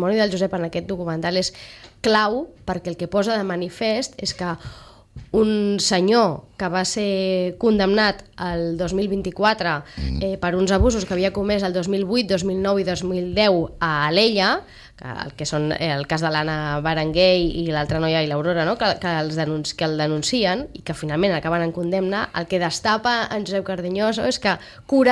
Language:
Catalan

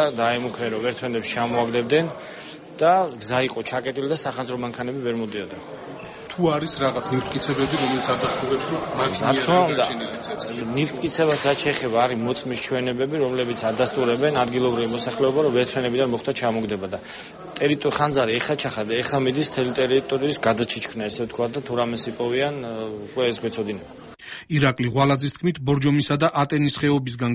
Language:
Georgian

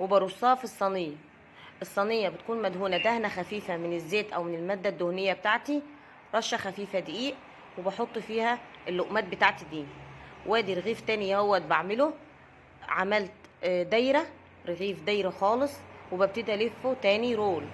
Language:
Egyptian Arabic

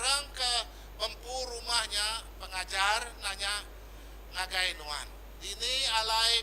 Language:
Iban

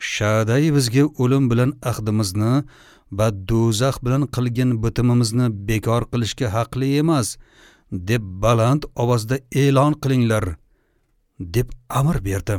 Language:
Uzbek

